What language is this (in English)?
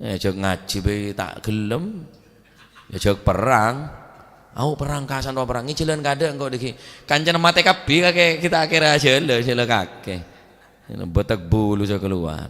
Madurese